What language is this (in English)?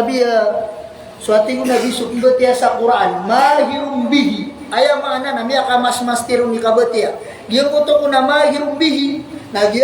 Maranao